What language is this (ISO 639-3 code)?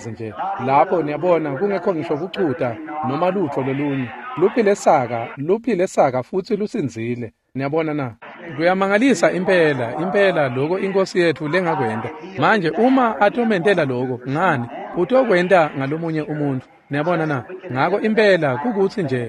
ssw